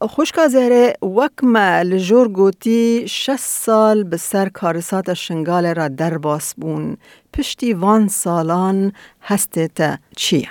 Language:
Kurdish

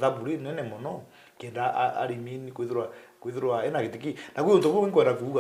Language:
Meru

